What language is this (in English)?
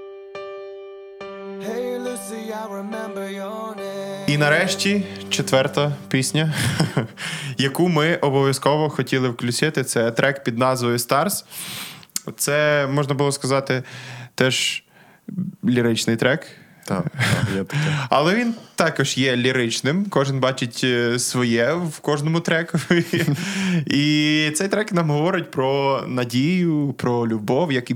Ukrainian